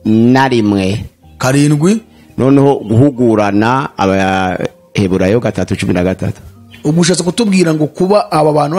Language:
Kinyarwanda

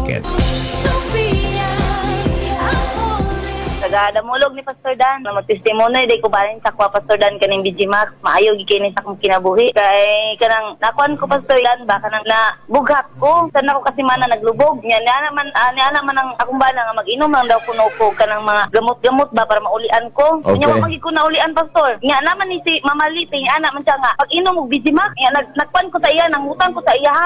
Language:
Cebuano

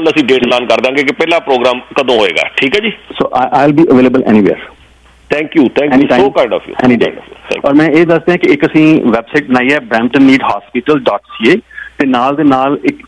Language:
Punjabi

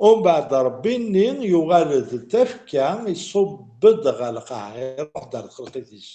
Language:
Kabyle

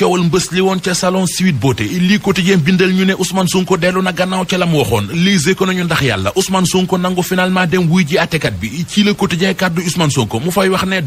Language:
Wolof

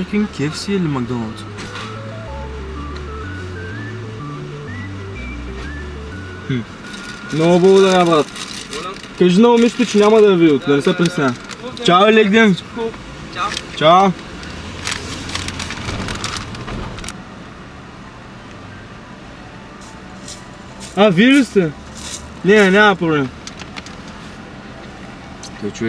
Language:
Bulgarian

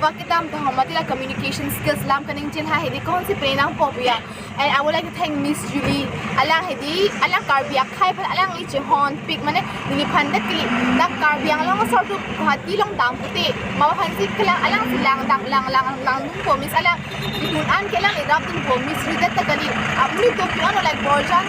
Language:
Karbi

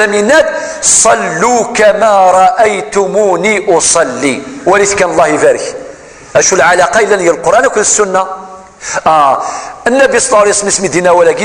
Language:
Kabyle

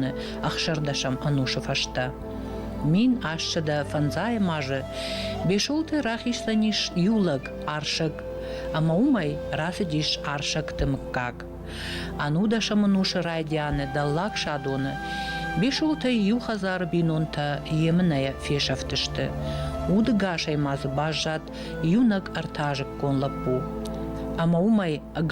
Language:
Ossetic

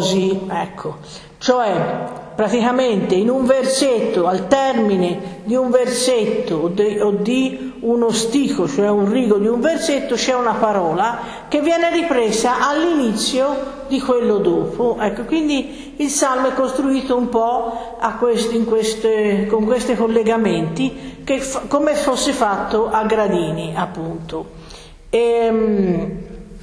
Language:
Italian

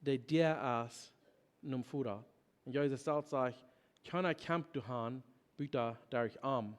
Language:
Plautdietsch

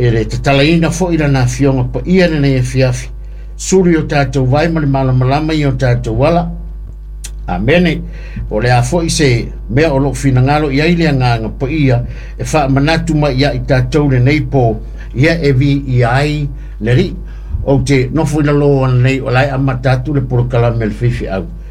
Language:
Samoan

